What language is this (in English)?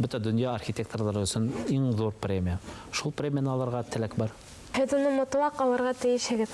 Bashkir